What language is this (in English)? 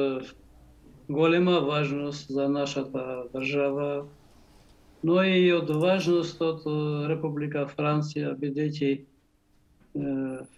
Macedonian